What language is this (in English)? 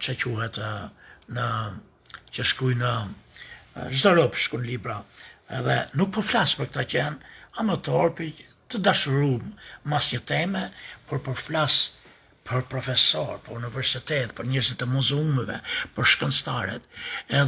Albanian